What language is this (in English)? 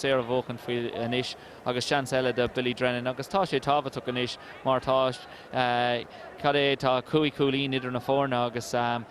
Irish